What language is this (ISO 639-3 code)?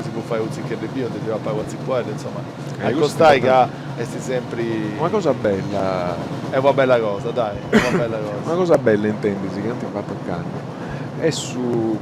srd